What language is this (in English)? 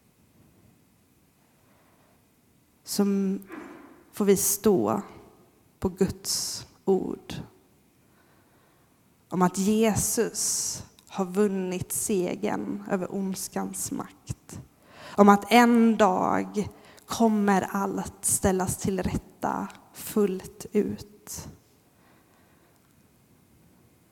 Swedish